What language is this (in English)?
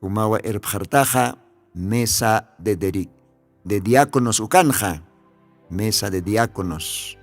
Aymara